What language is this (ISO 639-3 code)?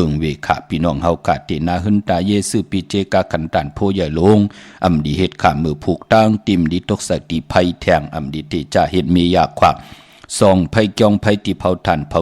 shn